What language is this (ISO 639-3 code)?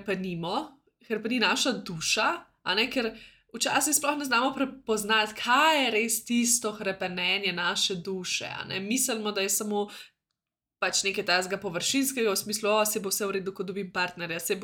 slv